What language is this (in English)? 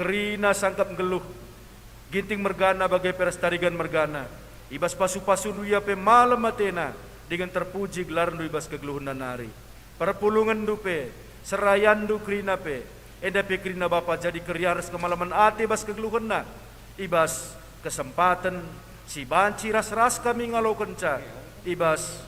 Batak Karo